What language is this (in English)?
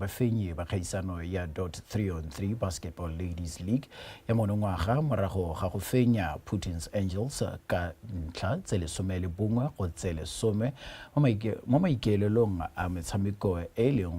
Tswana